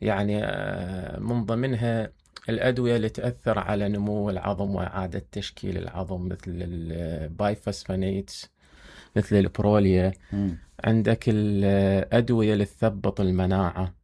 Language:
Mesopotamian Arabic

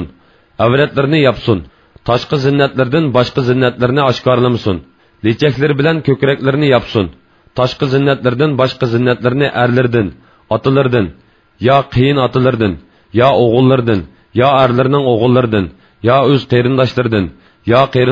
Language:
Uyghur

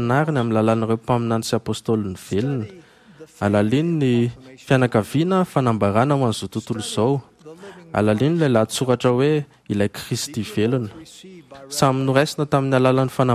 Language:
Malagasy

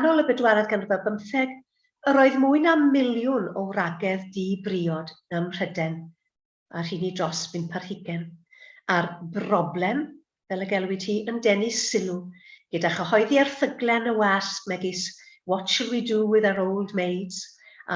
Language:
Welsh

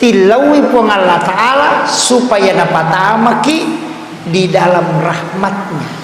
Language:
Buginese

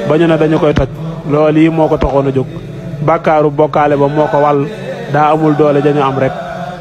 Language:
Wolof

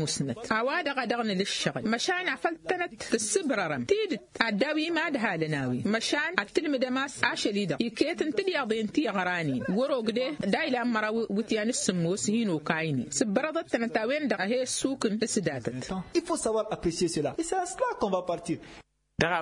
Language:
Tamasheq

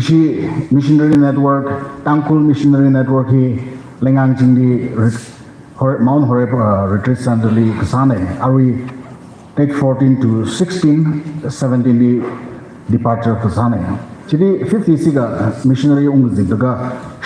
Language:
Tangkhul Naga (India)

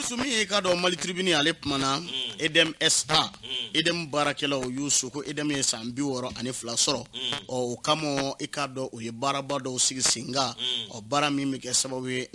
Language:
Bambara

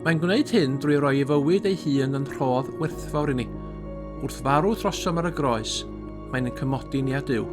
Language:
Welsh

